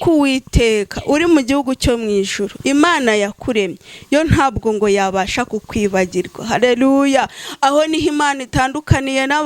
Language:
Kinyarwanda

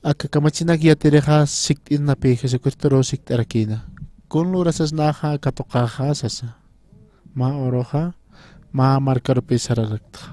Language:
Aymara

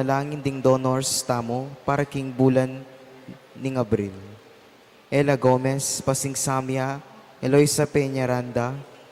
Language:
Pampanga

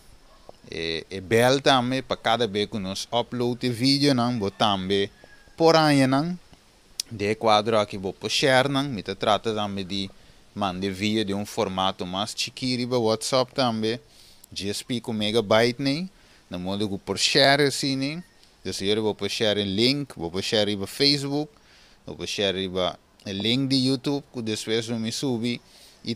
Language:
Papiamento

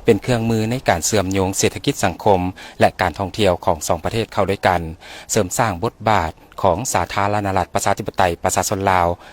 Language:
Lao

